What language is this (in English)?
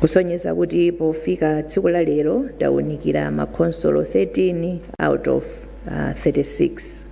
Nyanja